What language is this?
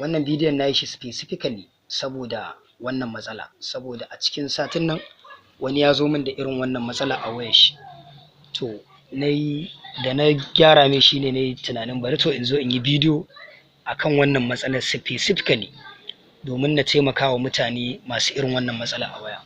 Hausa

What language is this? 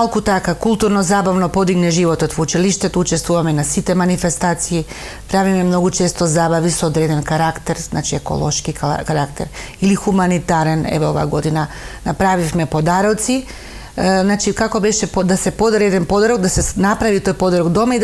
Macedonian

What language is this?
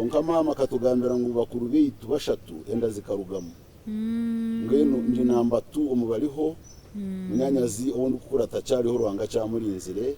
Nyankole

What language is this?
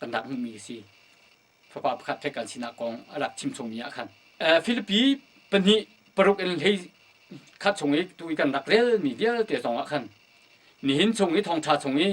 Hakha Chin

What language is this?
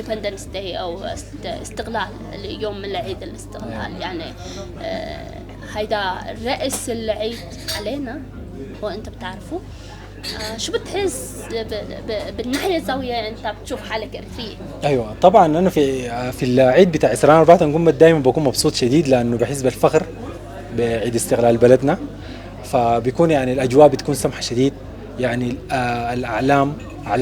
Sudanese Arabic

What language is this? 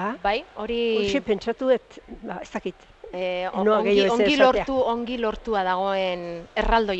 Basque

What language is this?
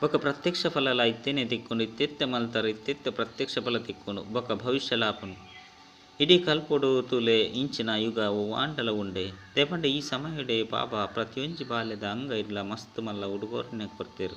Tulu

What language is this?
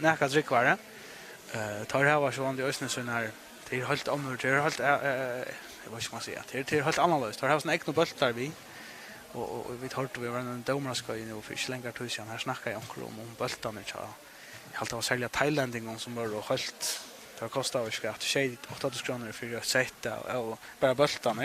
Faroese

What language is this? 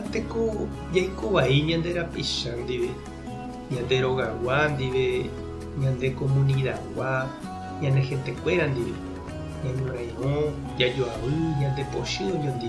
Guarani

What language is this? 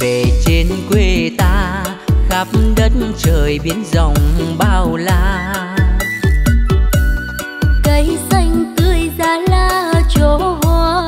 Vietnamese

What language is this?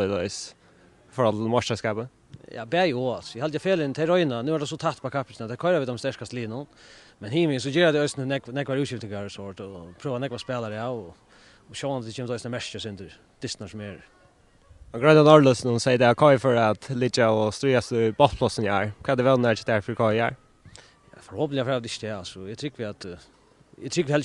Faroese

